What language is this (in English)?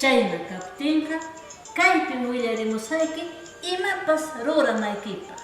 Ayacucho Quechua